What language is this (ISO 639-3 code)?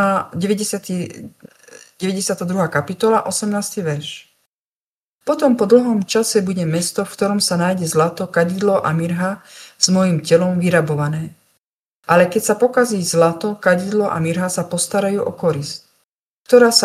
slk